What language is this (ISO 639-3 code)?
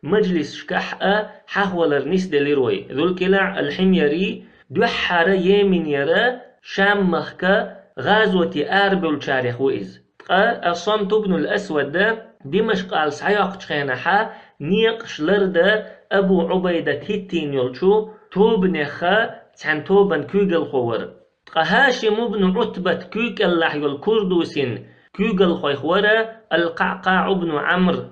che